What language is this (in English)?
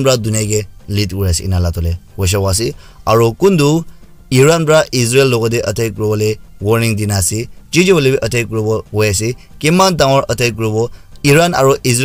Naga Pidgin